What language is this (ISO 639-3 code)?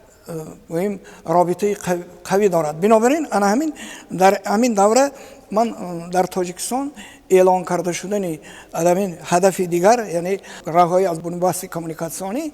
tgk